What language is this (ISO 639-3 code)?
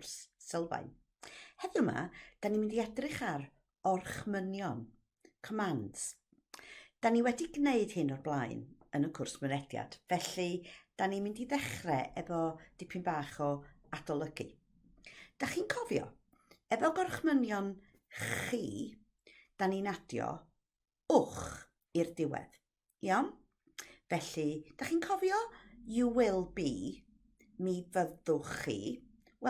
cym